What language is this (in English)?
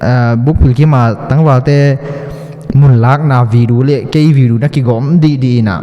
Tedim Chin